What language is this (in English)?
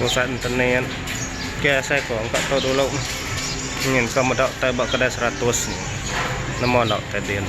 Iban